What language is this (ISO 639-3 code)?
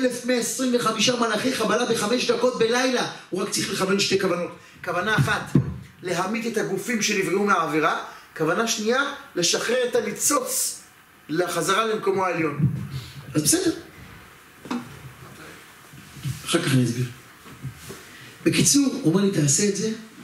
heb